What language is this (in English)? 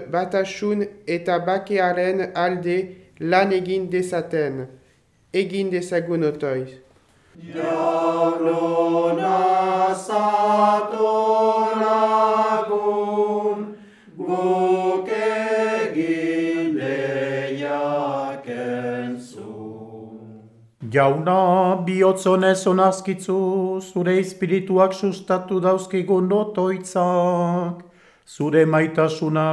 Basque